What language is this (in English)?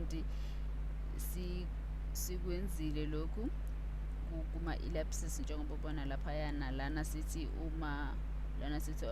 Zulu